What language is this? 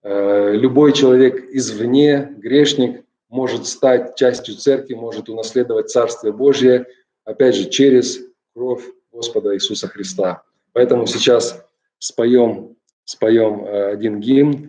Russian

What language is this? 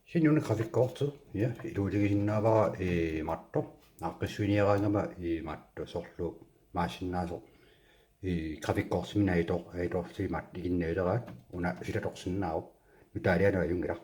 Kalaallisut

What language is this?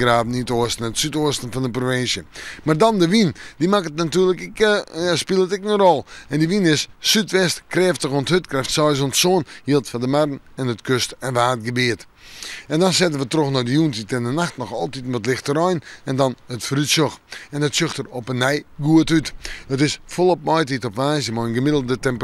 Western Frisian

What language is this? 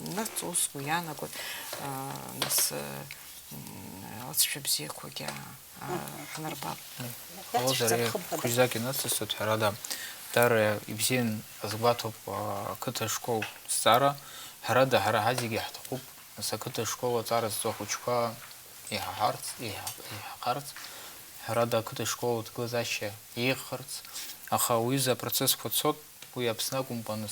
Abkhazian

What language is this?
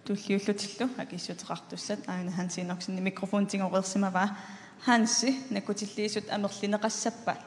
Kalaallisut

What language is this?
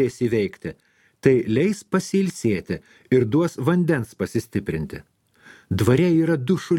Lithuanian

